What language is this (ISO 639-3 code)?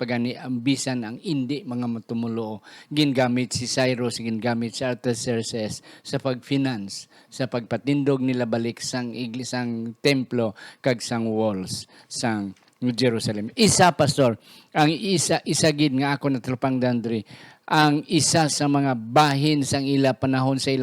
hil